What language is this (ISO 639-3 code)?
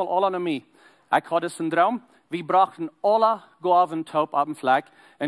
pdt